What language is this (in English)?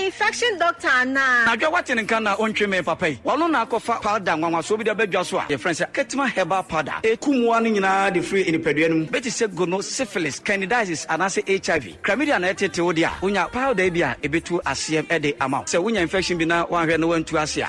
Akan